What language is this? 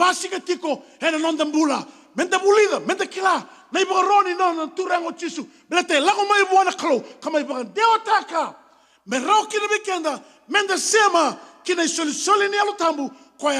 Fijian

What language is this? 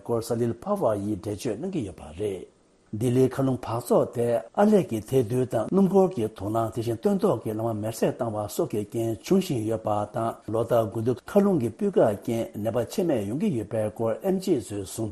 Tibetan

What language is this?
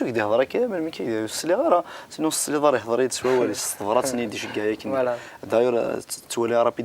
Kabyle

